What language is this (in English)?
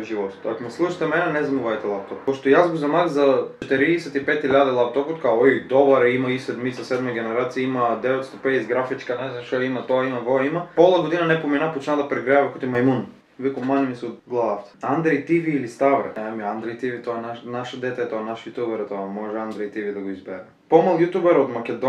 Macedonian